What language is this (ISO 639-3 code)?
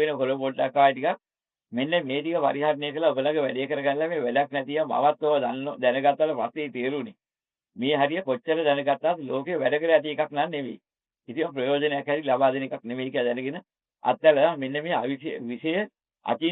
sin